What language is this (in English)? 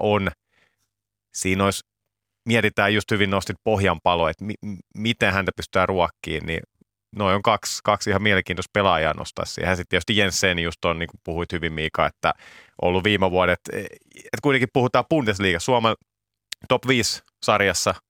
Finnish